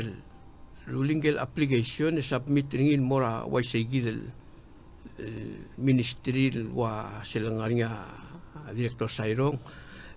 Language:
Palauan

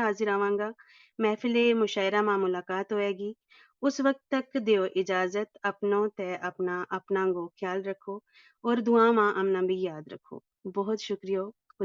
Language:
Gujari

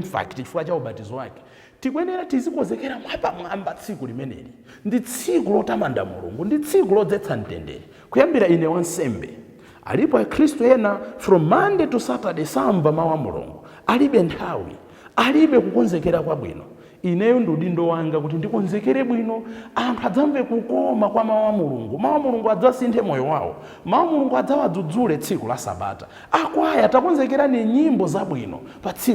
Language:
Nyanja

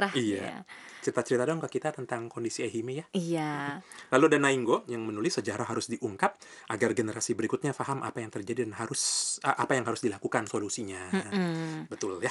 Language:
Indonesian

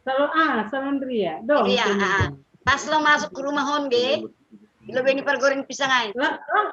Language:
Batak Simalungun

